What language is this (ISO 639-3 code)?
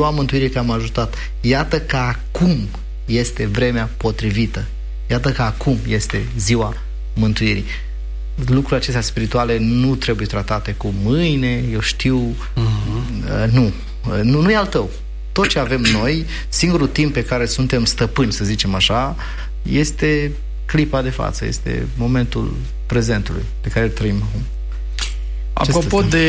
ron